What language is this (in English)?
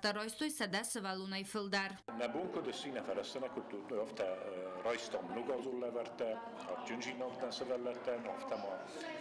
Ossetic